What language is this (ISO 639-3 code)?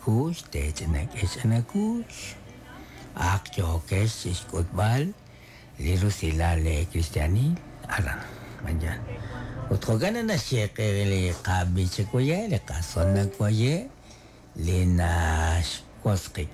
kek